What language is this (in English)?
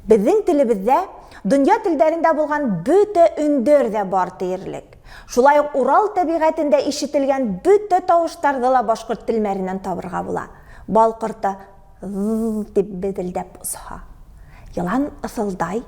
Bashkir